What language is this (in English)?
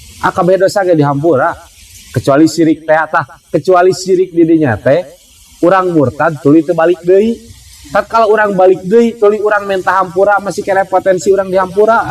Sundanese